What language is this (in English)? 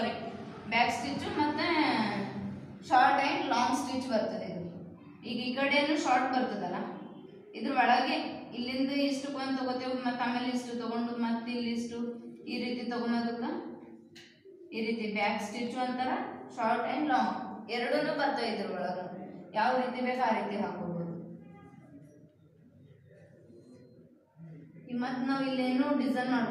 Kannada